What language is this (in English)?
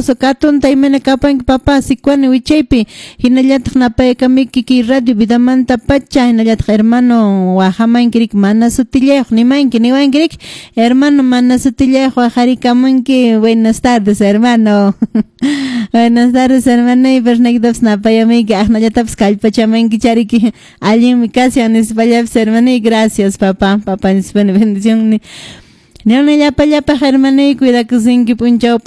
Quechua